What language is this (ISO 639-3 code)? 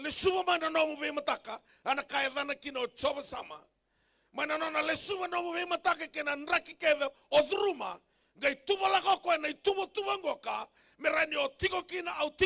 fij